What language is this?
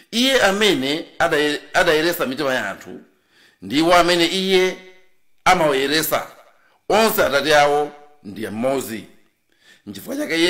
Nyanja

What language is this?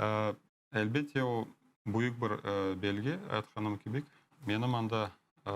Crimean Tatar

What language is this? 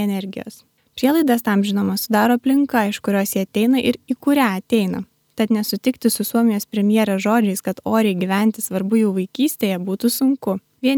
Lithuanian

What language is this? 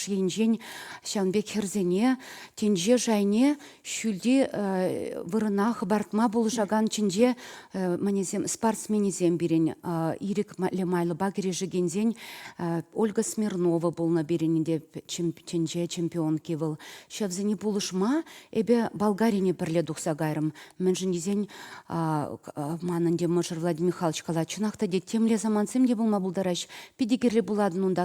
Chuvash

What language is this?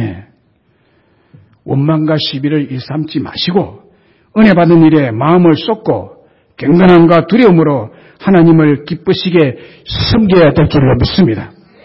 Korean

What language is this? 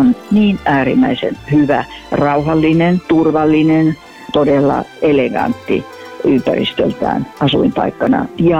Finnish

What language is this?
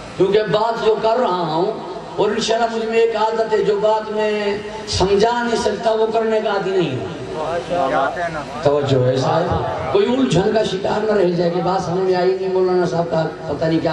Urdu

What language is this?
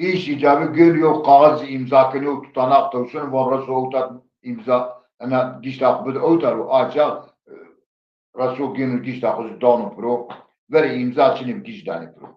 Zaza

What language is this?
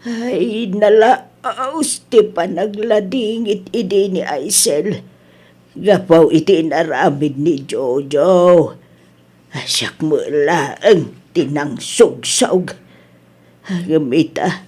Iloko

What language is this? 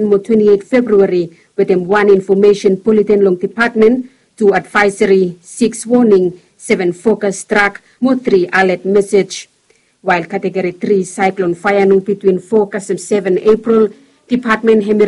Bislama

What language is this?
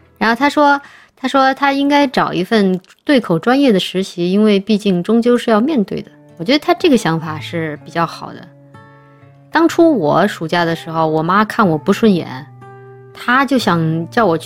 Chinese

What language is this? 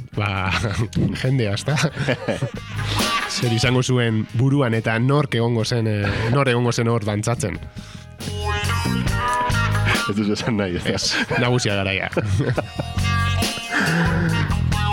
Basque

